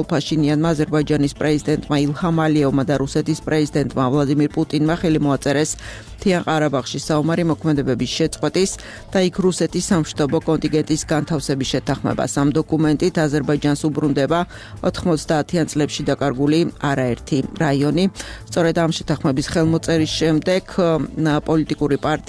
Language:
Georgian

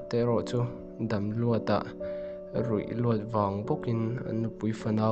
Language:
Mizo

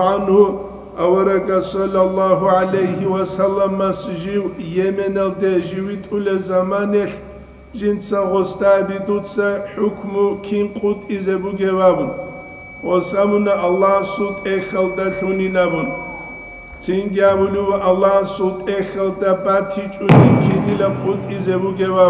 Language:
Avaric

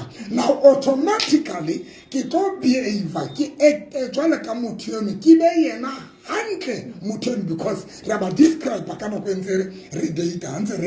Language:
Southern Sotho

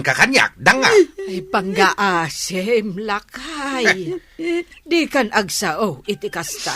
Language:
Iloko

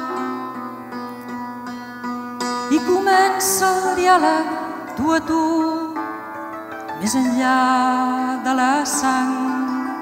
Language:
Catalan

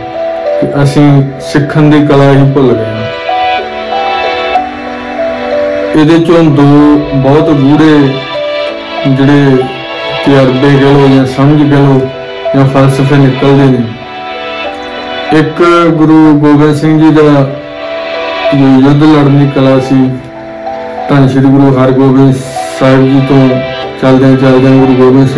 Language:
Punjabi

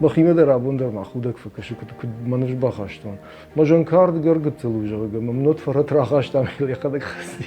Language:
Ossetic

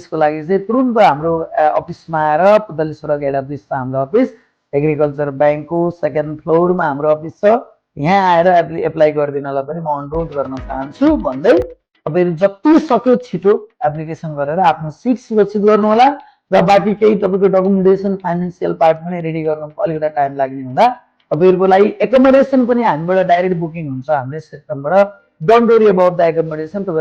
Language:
Nepali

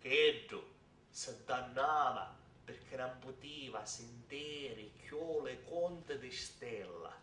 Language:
Sicilian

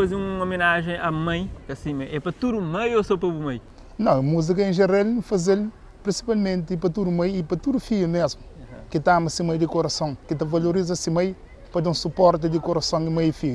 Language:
Kabuverdianu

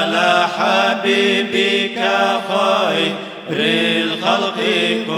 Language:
Kumyk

